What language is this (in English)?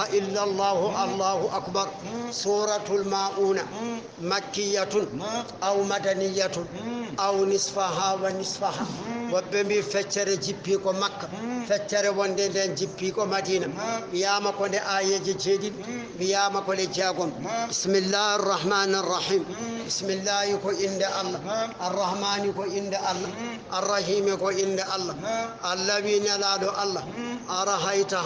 Fula